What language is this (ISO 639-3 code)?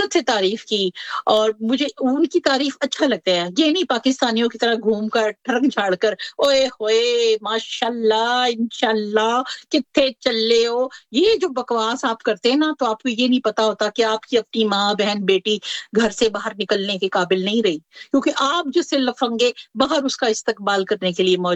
urd